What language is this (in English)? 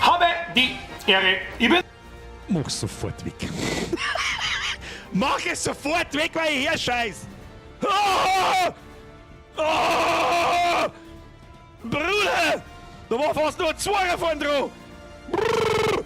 Bavarian